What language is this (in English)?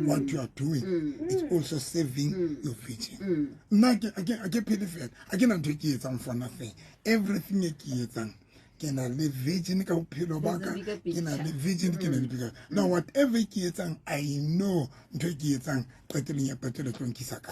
Southern Sotho